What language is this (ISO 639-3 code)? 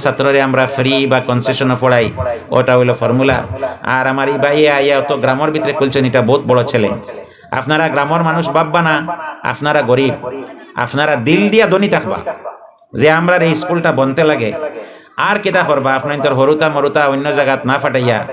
syl